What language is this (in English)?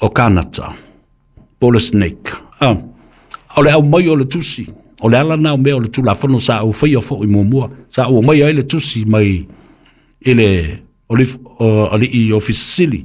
Samoan